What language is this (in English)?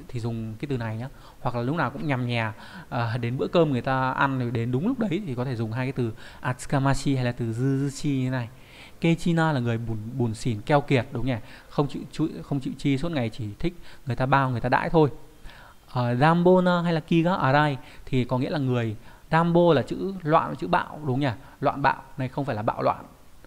Vietnamese